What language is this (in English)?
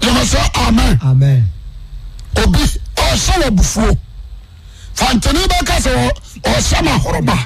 Akan